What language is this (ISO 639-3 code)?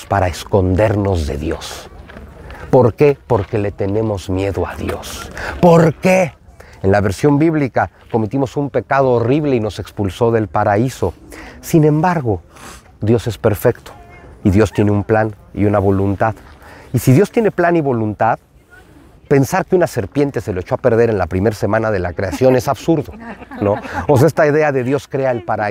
spa